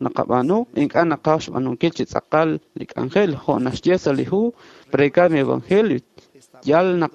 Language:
Kekchí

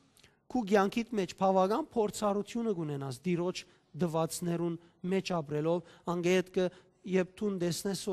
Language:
Western Armenian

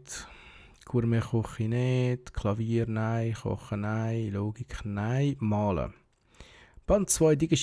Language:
Swiss German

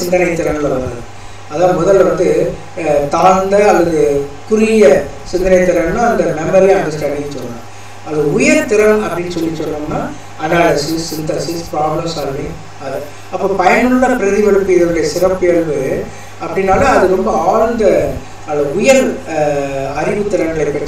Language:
Tamil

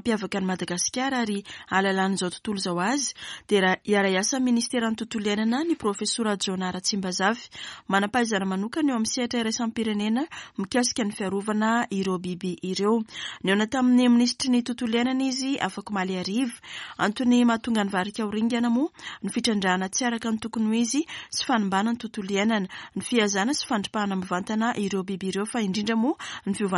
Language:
Malagasy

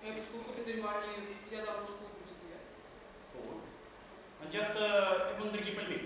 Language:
Chuvash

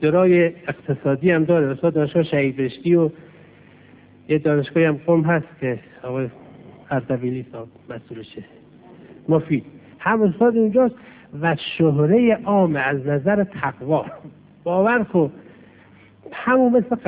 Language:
Persian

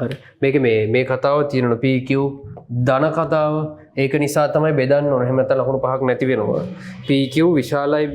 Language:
Sinhala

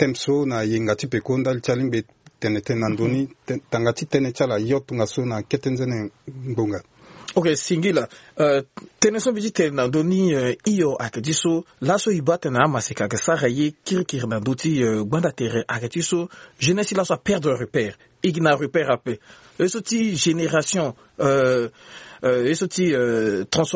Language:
Sango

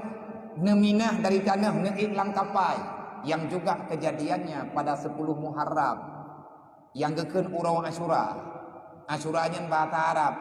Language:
Achinese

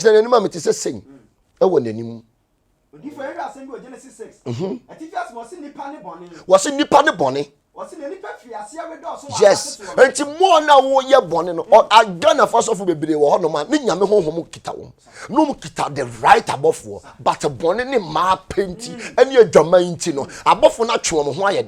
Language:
Akan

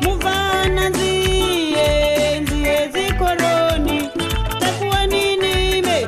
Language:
Venda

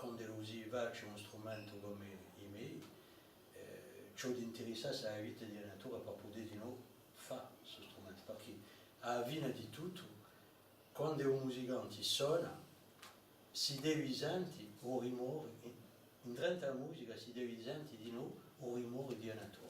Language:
Corsican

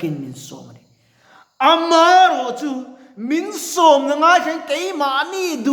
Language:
Mizo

